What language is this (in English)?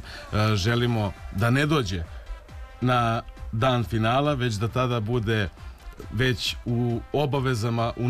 Serbian